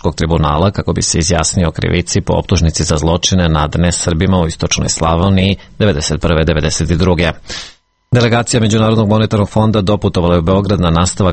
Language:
Serbian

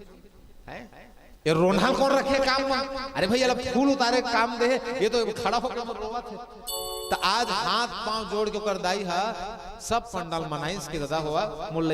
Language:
Chhattisgarhi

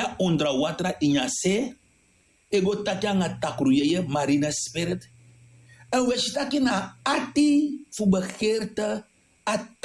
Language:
Sranan Tongo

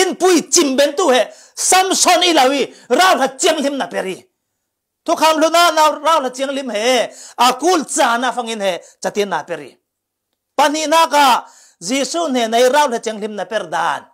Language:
Falam Chin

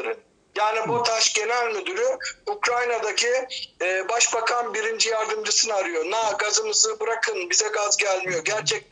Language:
Turkish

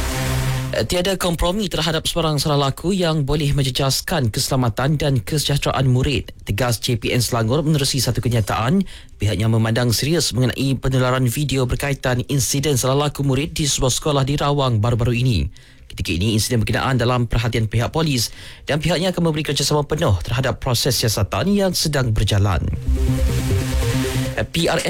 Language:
Malay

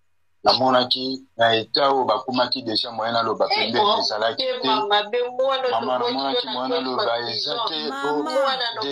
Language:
Lingala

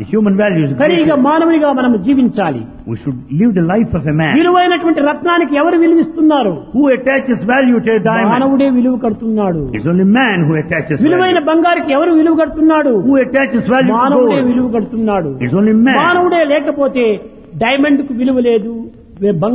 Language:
Telugu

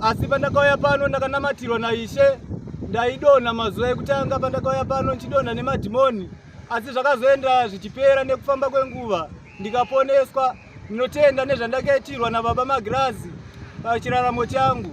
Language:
Shona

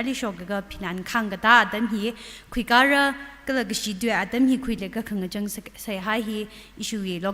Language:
Tangkhul Naga (India)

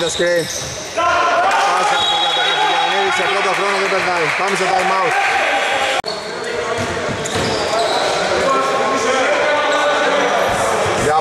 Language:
Greek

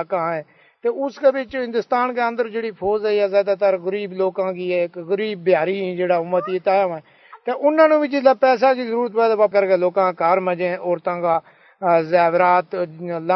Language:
Gujari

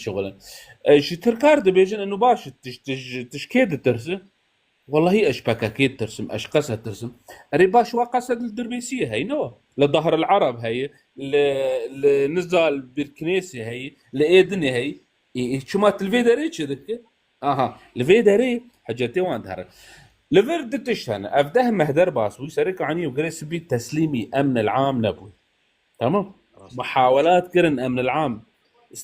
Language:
Kurdish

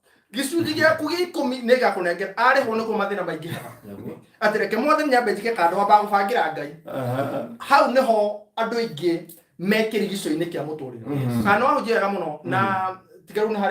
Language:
Kikuyu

